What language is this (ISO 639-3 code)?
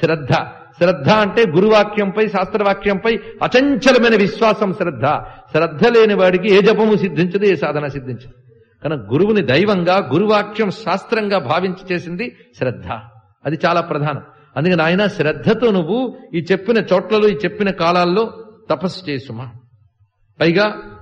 tel